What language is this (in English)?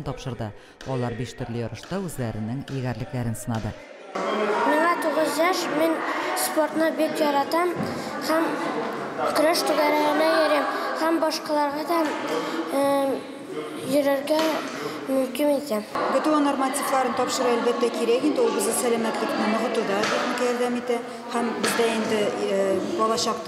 Tatar